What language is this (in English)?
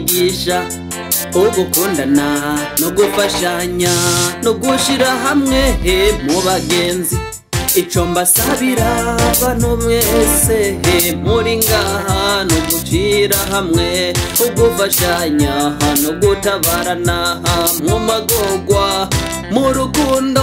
Rundi